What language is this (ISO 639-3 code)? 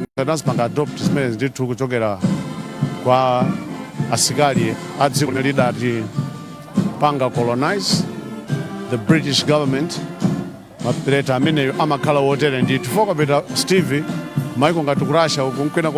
nya